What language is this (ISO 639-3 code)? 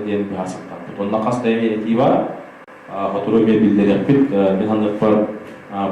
sah